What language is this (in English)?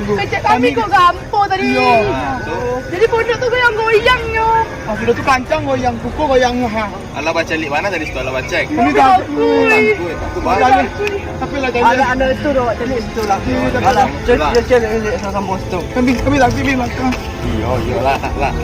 Minangkabau